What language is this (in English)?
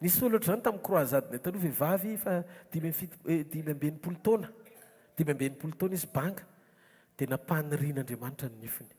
Malagasy